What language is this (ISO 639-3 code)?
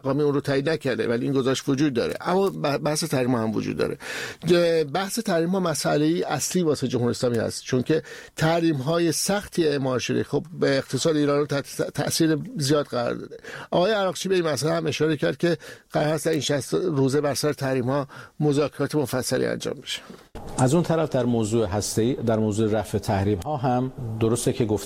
fas